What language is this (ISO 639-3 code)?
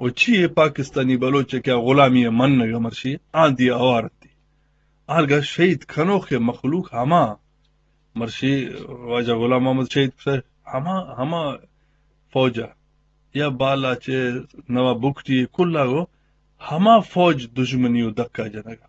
bgp